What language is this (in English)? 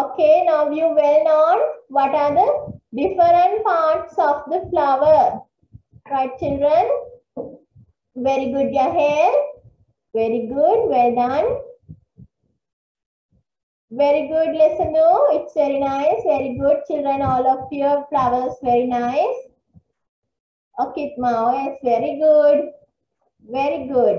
English